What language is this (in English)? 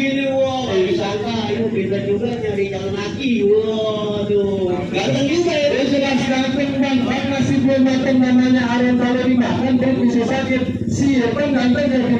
Betawi